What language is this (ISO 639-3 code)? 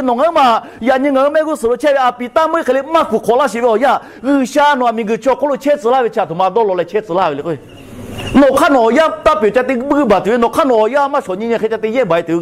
lhu